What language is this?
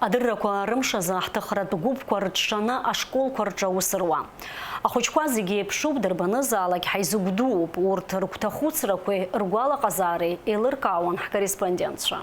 Abkhazian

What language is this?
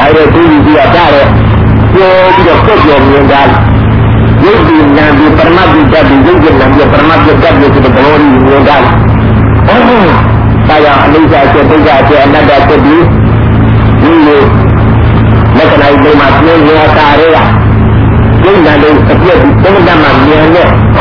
Burmese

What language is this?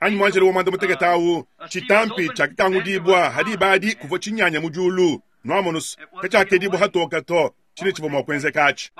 Luba-Lulua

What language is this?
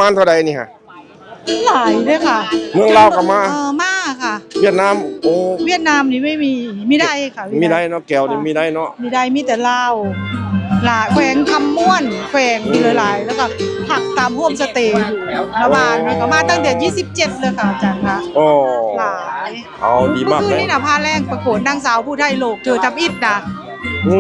Northeastern Thai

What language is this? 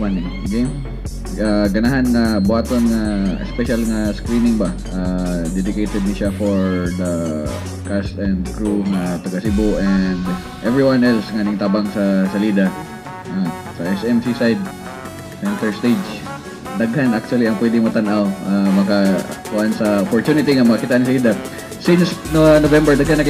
Cebuano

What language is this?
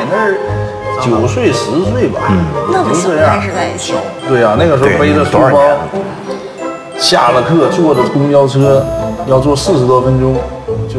Chinese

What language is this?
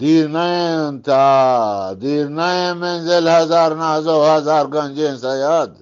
Eastern Balochi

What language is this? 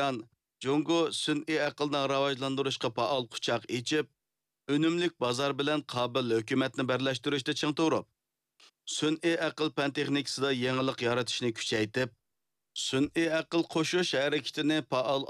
Uyghur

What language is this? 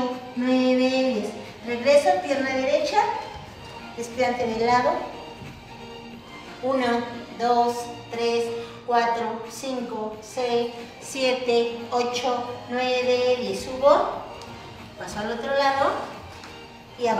Spanish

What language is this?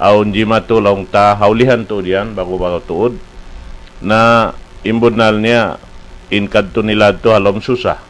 Tausug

